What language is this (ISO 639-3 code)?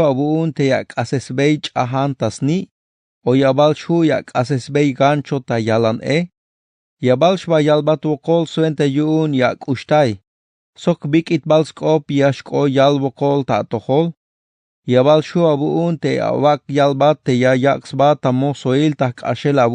tzh